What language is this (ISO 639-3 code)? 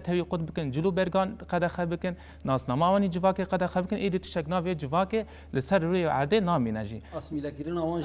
kur